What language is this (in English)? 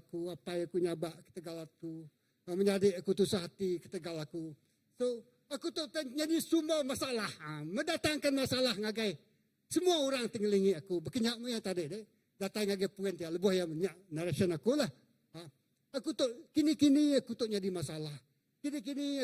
Iban